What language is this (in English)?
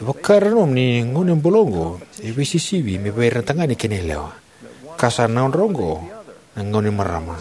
Fijian